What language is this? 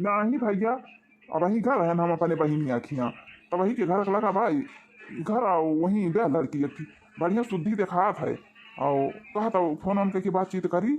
Awadhi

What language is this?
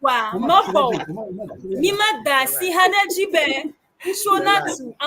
Ewe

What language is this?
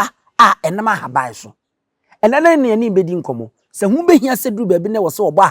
Akan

